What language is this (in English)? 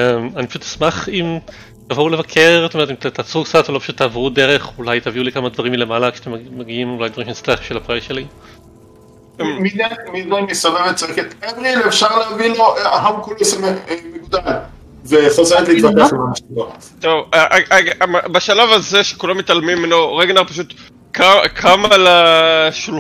Hebrew